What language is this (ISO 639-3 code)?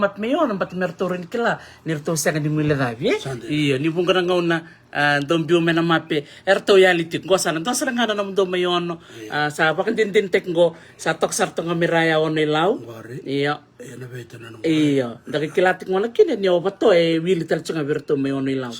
fij